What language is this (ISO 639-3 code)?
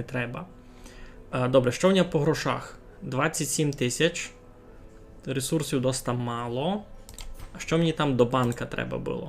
rue